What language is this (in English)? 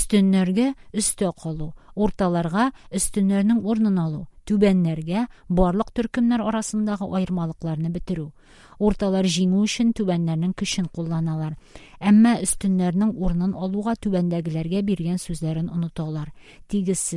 Tatar